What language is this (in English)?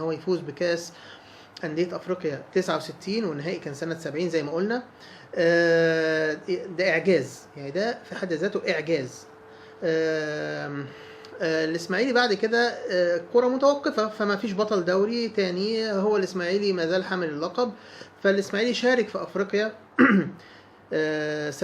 Egyptian Arabic